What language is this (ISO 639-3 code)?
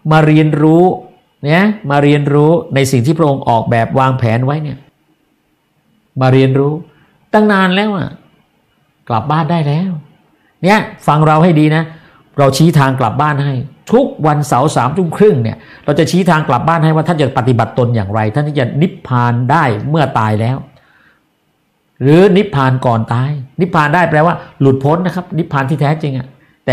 tha